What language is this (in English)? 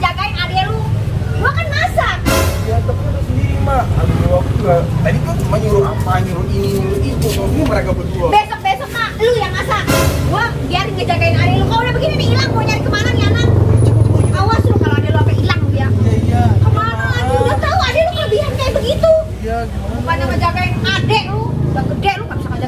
Betawi